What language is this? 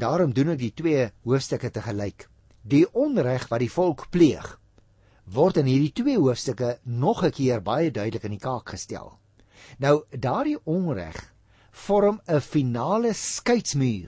Afrikaans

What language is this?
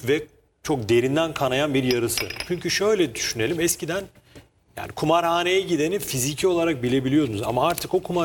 Turkish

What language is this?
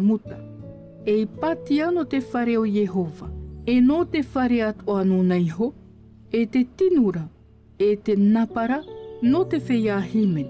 Tahitian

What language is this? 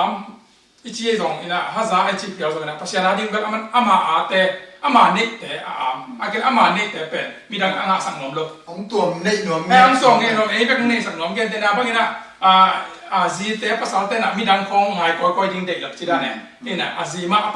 Tedim Chin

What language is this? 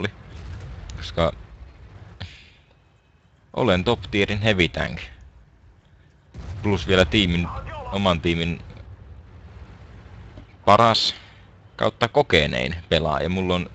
Finnish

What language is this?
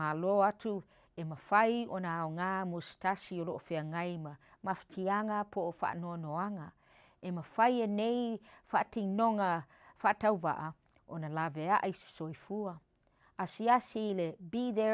Samoan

